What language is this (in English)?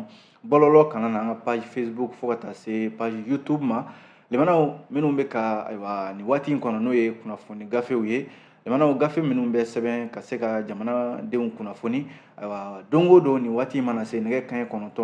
Bambara